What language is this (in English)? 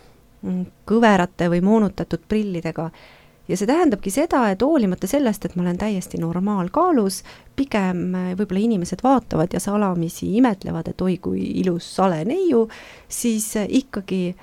Estonian